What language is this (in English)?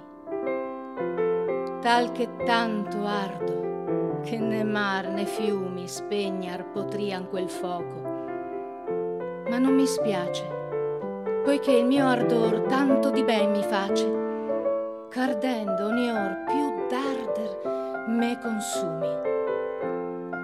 Italian